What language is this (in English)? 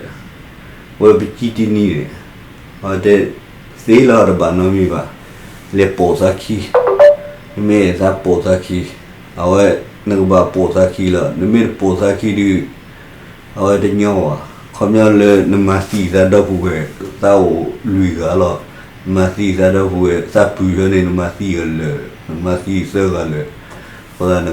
S'gaw Karen